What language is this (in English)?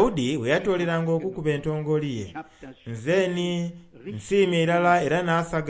Soga